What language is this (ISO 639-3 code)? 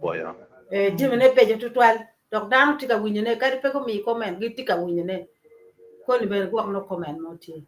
ach